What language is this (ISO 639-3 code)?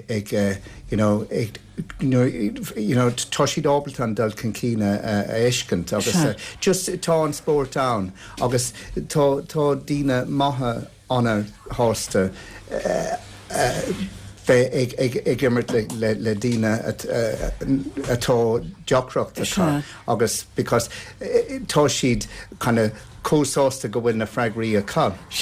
gle